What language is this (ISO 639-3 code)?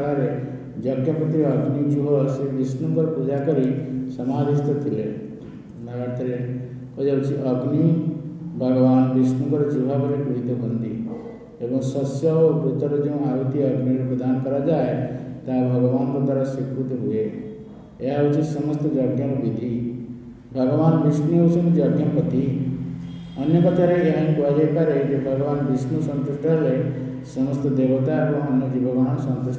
ori